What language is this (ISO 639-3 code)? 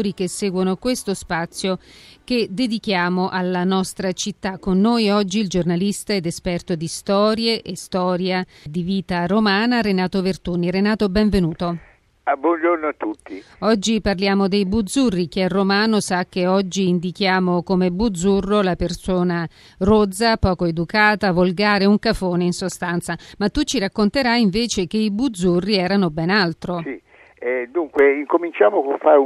ita